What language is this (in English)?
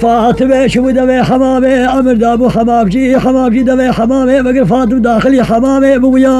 Kurdish